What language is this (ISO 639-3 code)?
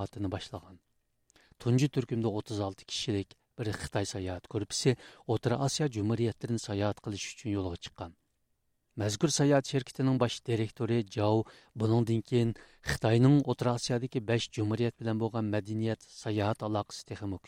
uig